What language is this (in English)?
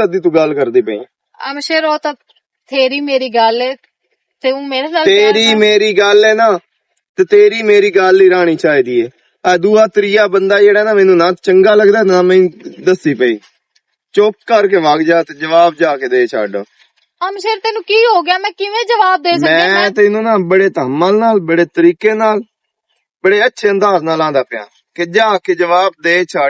Western Panjabi